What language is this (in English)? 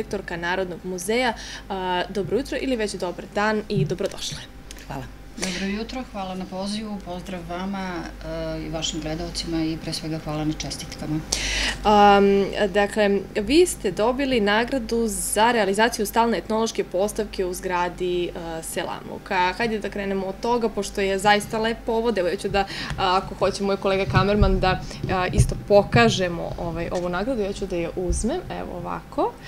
Serbian